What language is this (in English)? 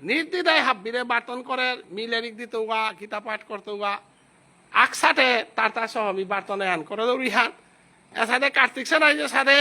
Bishnupriya